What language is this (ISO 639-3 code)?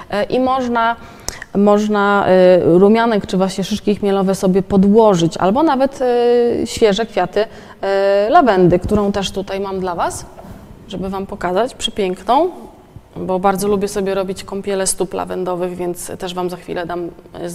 pol